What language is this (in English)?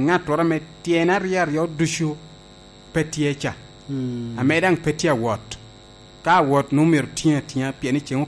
Lango (Uganda)